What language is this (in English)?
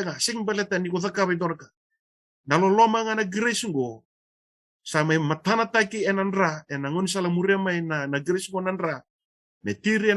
Fijian